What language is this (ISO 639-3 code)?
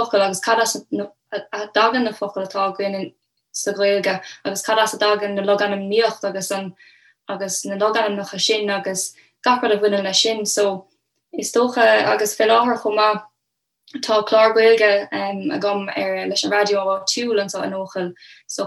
gle